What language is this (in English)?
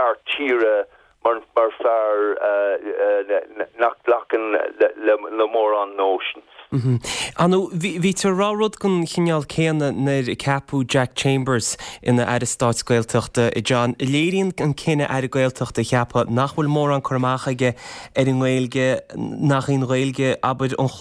Irish